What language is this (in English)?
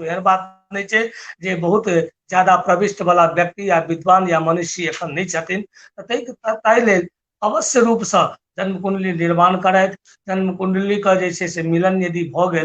Maithili